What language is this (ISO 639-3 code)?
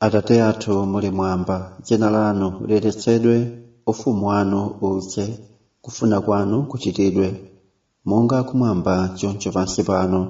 nya